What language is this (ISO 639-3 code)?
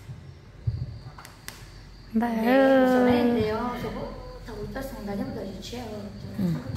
vie